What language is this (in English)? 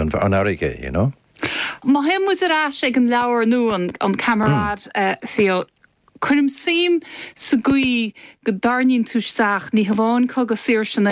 Irish